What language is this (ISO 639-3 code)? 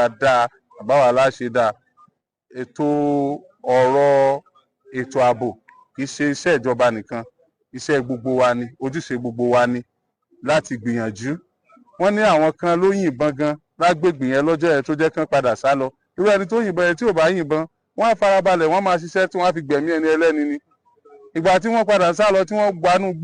yor